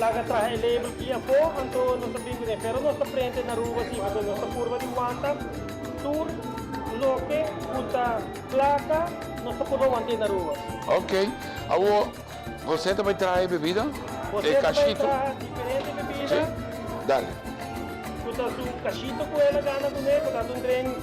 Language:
Papiamento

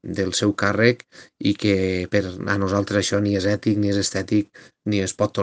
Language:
Catalan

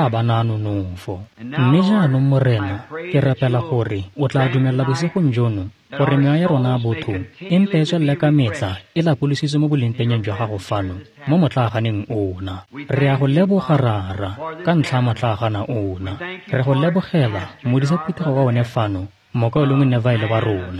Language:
Tswana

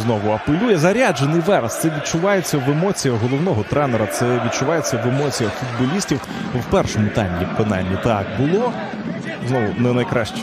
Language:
Ukrainian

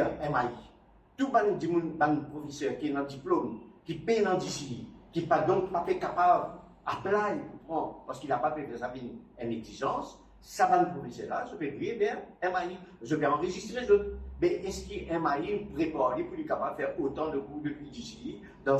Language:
Morisyen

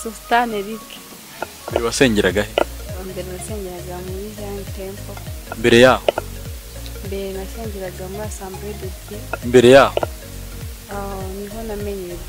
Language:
Kinyarwanda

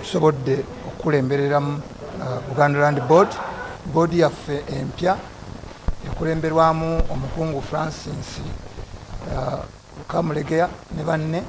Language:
Ganda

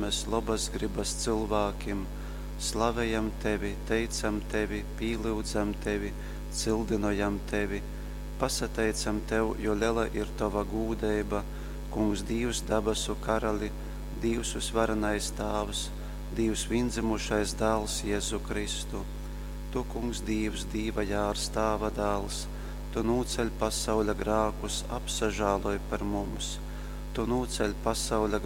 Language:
Latgalian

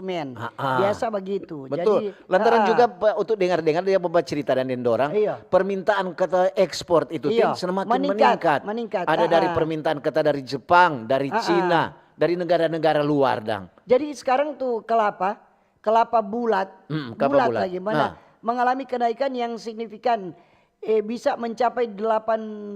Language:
Manado Malay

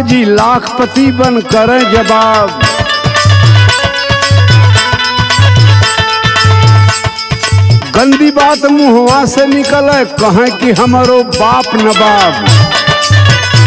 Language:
Bhojpuri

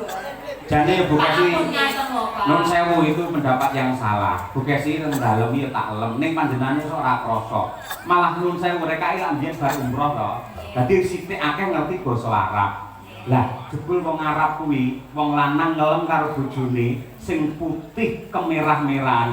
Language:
Javanese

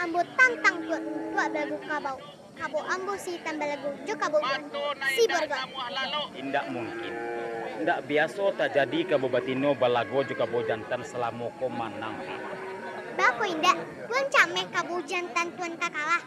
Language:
Minangkabau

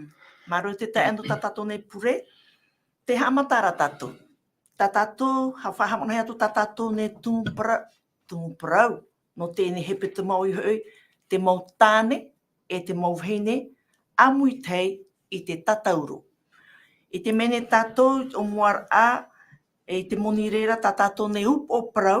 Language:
Tahitian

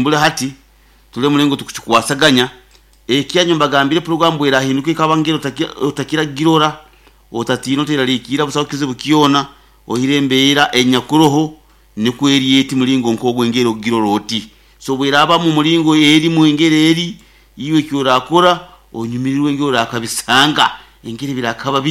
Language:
Nyoro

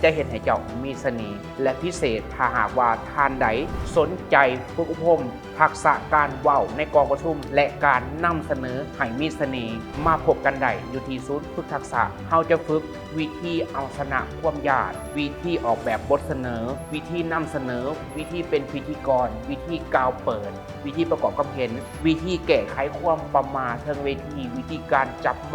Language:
Lao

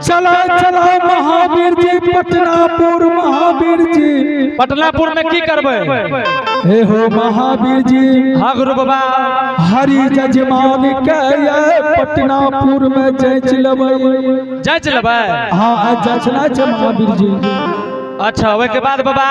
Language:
Angika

